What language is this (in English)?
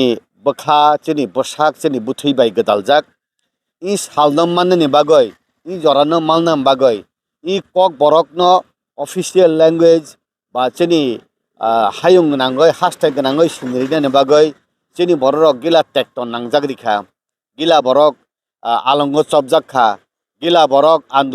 Kok Borok